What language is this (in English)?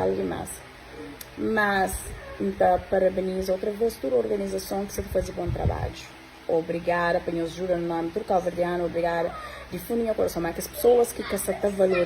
Kabuverdianu